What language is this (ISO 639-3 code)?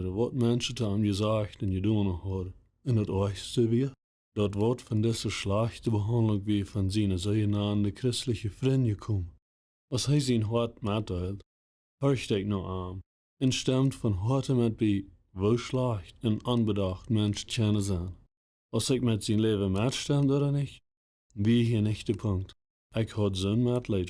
pdt